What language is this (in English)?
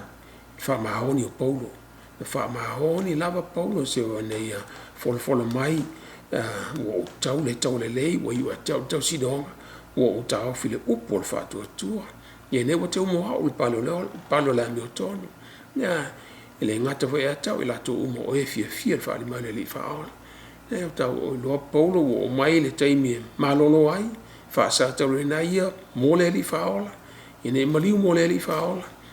Samoan